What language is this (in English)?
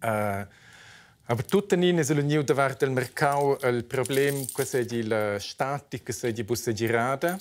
Romansh